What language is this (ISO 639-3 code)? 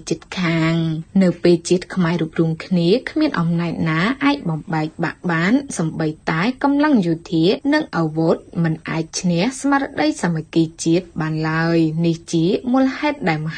khm